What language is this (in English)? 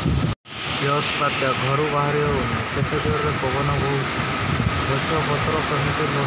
Odia